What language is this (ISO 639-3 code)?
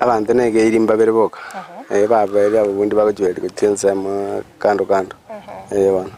guz